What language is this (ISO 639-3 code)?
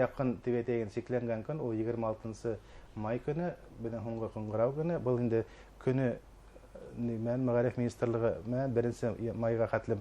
bak